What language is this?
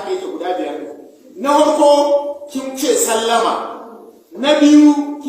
Hausa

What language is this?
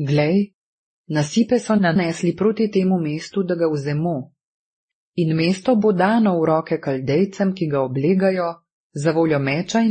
Slovenian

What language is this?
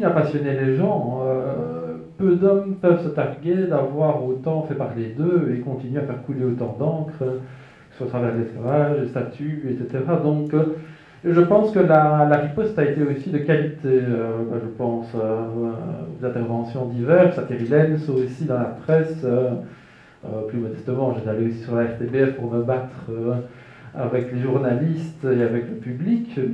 French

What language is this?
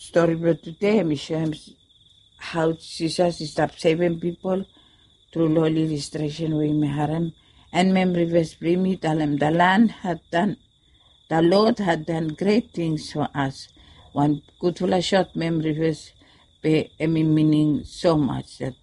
Bislama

